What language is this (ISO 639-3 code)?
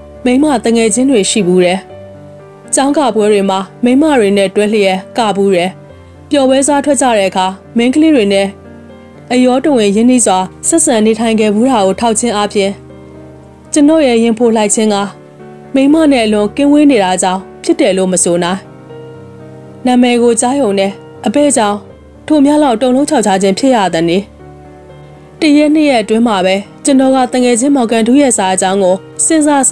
mya